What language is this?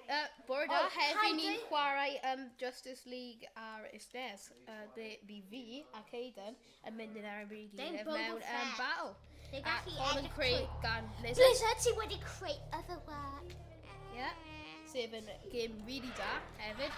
Welsh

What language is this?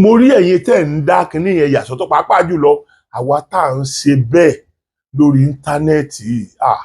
Yoruba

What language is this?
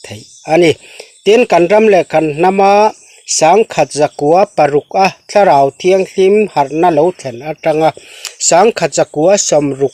Mizo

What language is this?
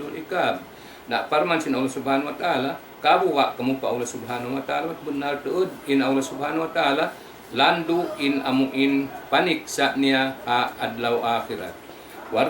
Tausug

